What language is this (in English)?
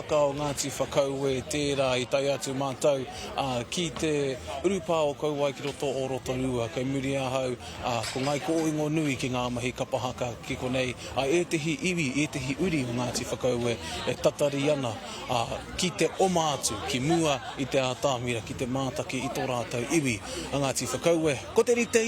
Māori